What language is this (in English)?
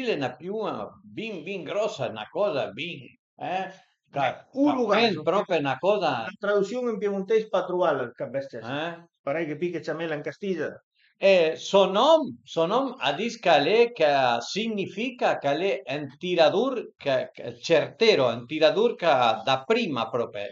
Piedmontese